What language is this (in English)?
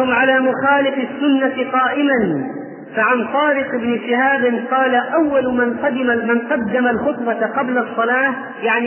Arabic